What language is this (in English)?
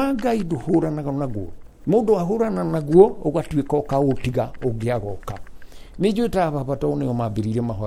Kikuyu